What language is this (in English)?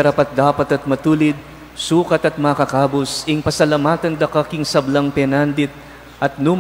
Pampanga